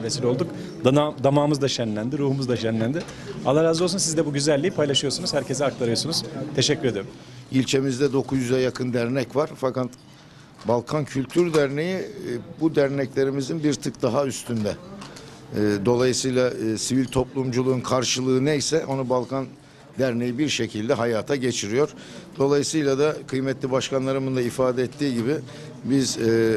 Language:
Turkish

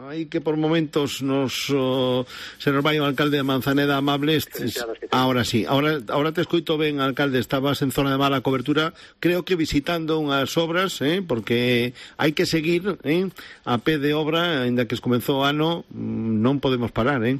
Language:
Galician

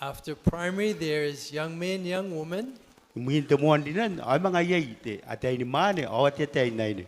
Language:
Gilbertese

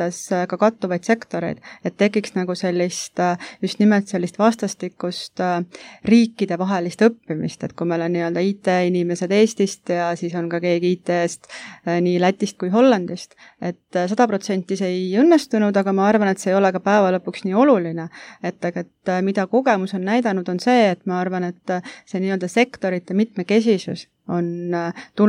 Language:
Estonian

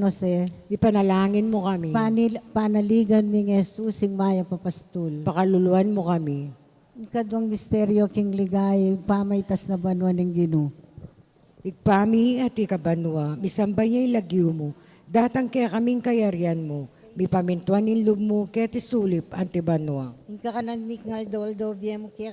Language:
Pampanga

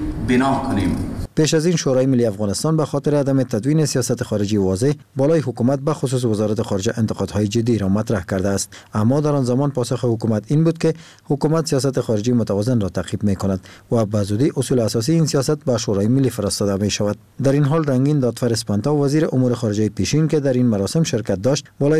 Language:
Persian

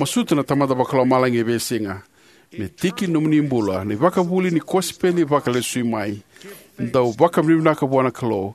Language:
Fijian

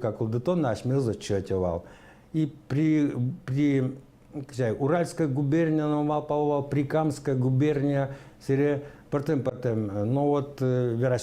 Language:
Udmurt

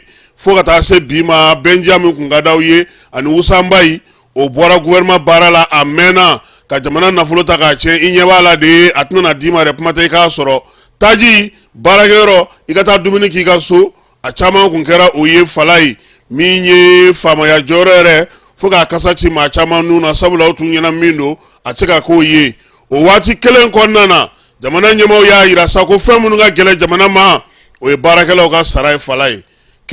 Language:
Bambara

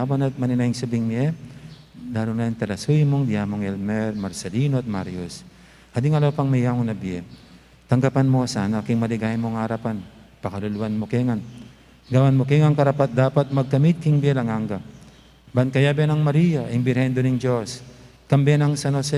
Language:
Pampanga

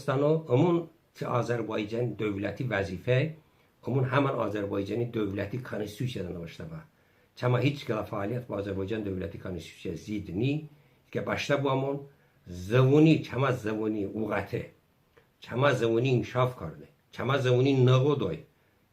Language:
Talysh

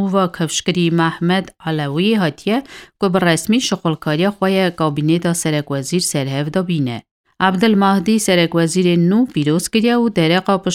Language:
Kurdish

